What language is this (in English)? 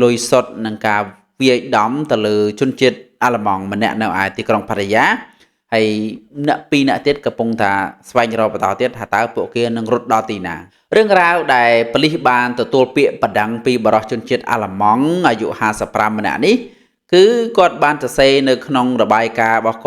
Khmer